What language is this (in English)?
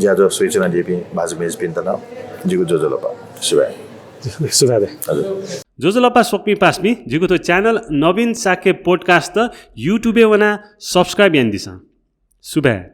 Newari